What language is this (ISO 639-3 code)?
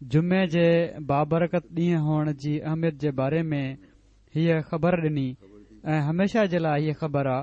snd